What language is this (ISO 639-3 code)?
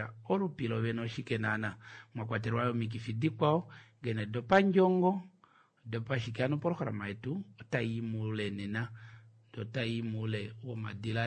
kua